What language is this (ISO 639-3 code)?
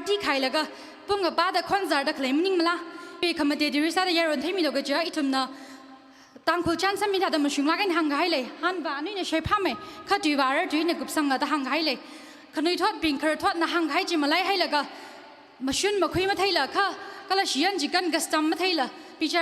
nmf